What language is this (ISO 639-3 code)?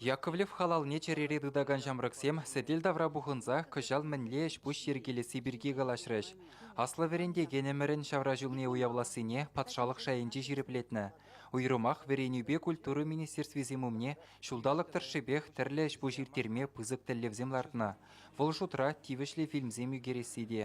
chv